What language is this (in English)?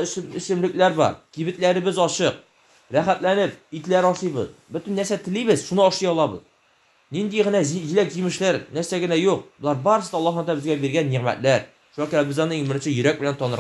Tatar